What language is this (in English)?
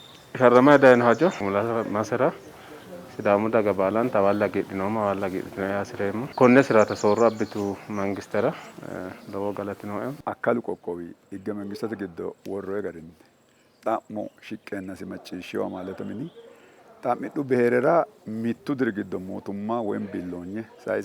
Sidamo